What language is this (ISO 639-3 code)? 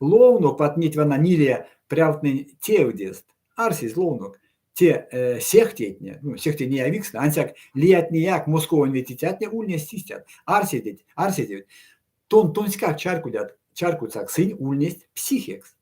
myv